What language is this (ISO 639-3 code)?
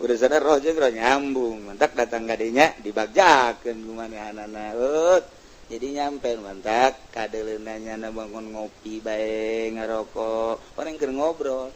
sun